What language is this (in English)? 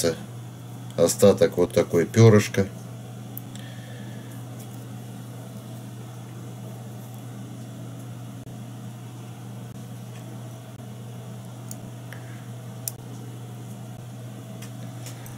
Russian